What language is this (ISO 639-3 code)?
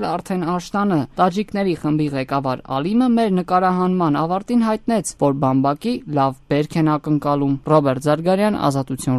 hye